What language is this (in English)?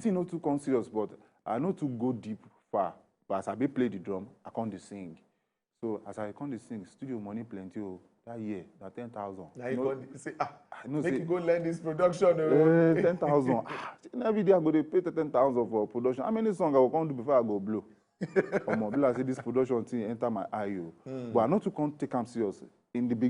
Nigerian Pidgin